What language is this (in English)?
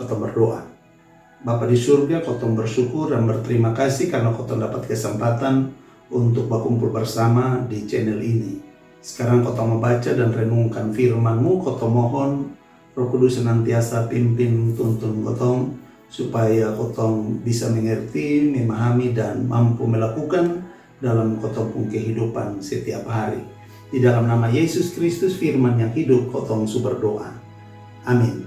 Kupang Malay